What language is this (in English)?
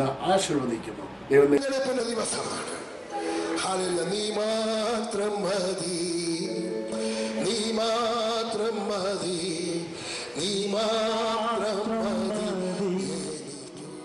Malayalam